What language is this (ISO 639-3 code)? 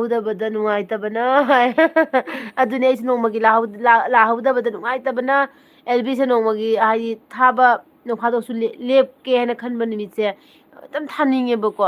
mni